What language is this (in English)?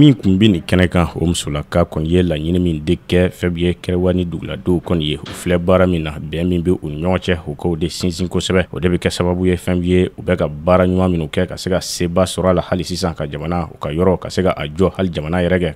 Bambara